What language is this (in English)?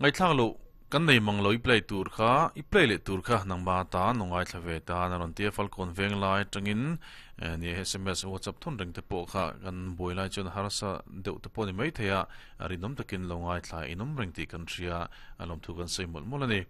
Mizo